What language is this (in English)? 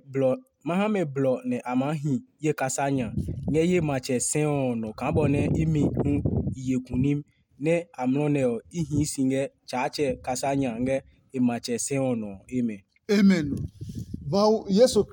Adangme